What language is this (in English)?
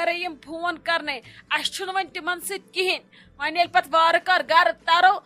Kashmiri